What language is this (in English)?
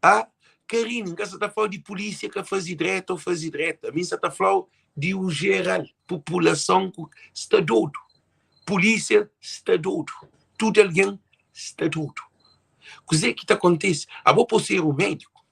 Kabuverdianu